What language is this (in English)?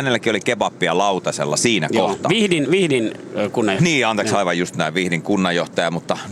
Finnish